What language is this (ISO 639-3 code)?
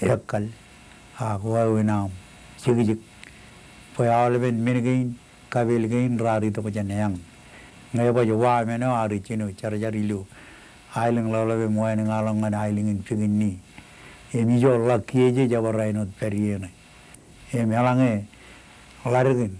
mah